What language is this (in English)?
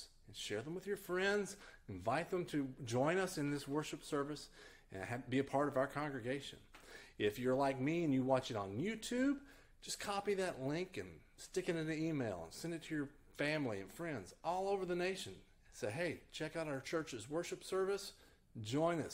English